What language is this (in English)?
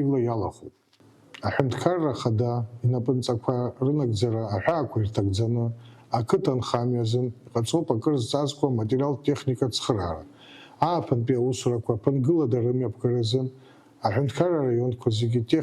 Abkhazian